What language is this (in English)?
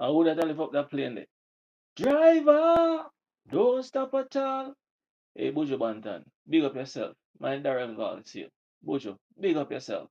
Jamaican Creole English